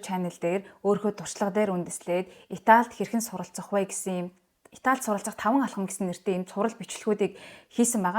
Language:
Mongolian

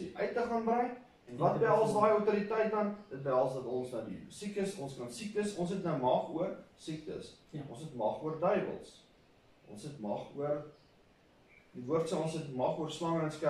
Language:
Afrikaans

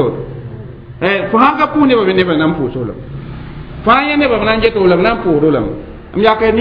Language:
Mossi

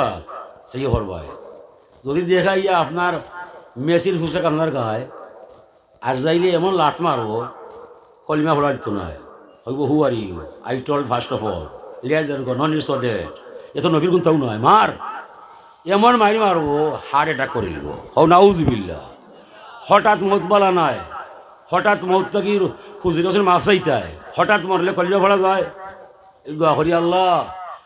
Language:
Sylheti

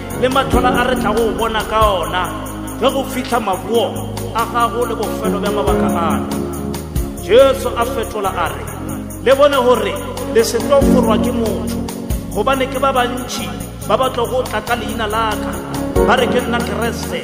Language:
Northern Sotho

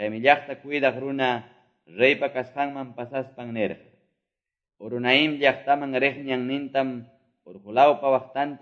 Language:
Quechua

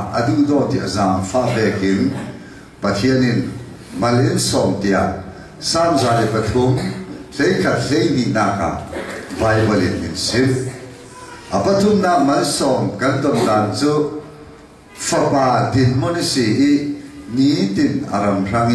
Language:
Falam Chin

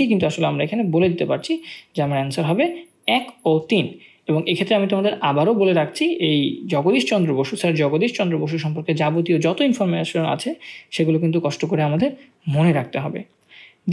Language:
Bangla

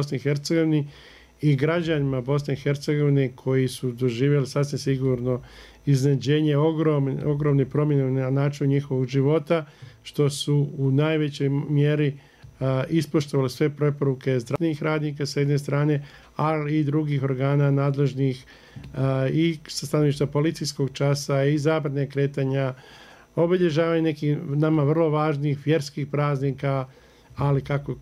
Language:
Bosnian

